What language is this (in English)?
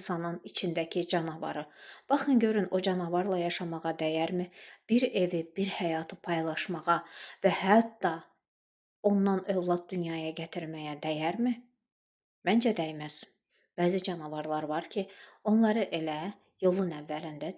Azerbaijani